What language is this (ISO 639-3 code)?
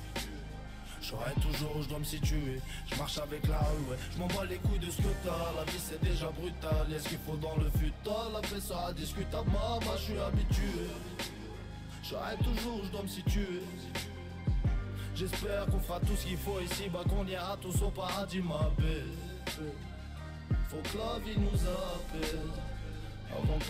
fra